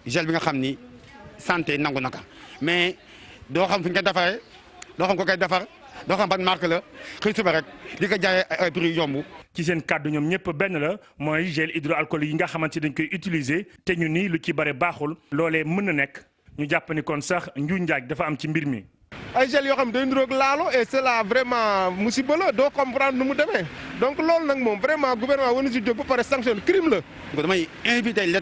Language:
Wolof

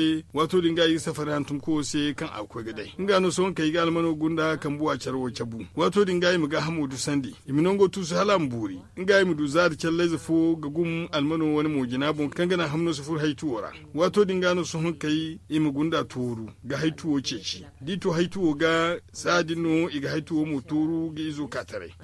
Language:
Zarma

